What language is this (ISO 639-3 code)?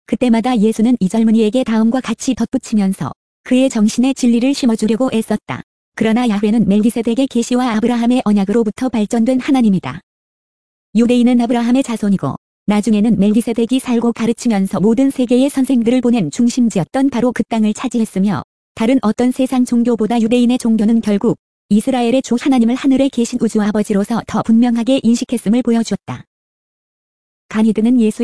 kor